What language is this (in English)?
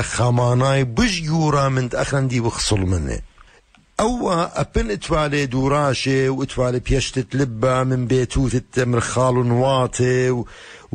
Assyrian Neo-Aramaic